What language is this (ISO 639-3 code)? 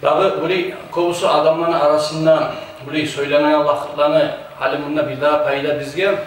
kum